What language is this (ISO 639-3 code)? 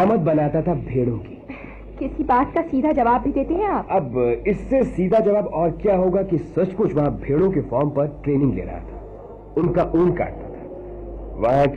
hin